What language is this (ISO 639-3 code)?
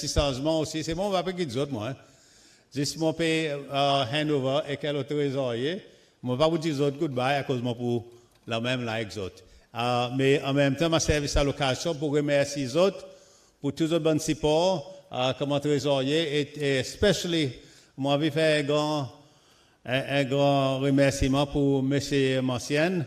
crs